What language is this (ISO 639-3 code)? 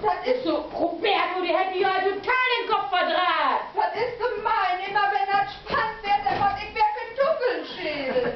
nds